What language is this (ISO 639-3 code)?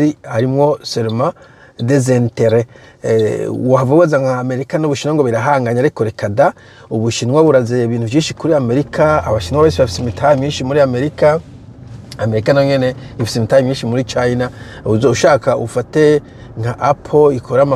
run